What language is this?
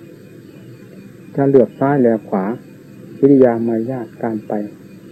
Thai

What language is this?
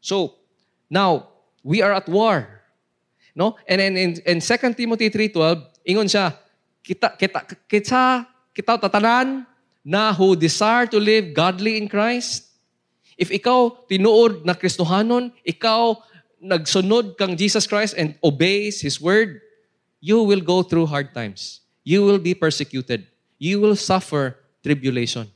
Cebuano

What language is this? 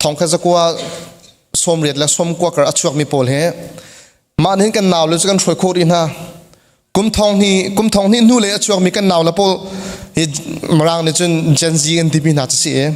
Hakha Chin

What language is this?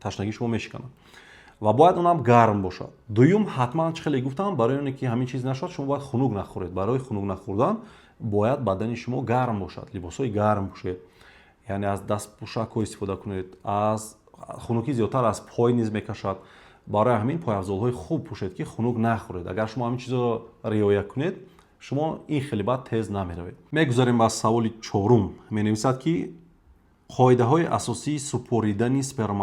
Tajik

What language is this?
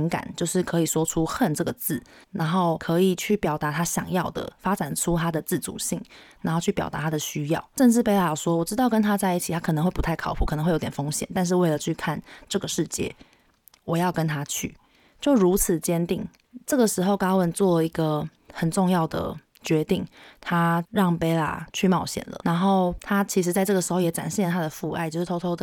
Chinese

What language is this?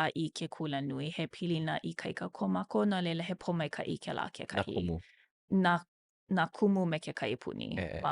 Hawaiian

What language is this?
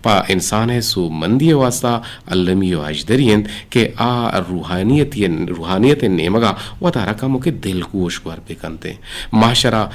Eastern Balochi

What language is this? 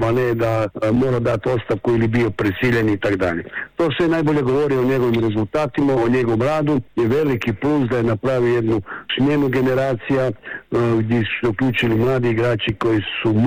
Croatian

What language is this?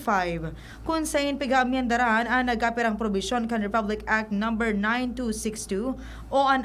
Bikol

